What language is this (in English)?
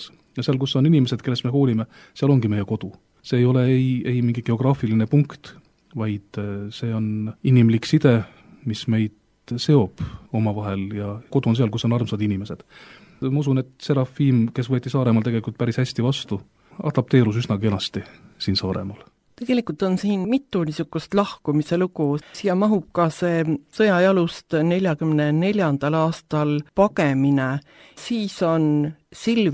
Estonian